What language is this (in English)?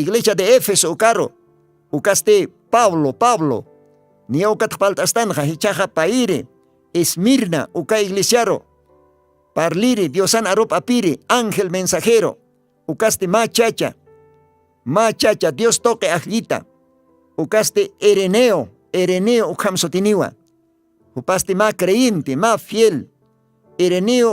Aymara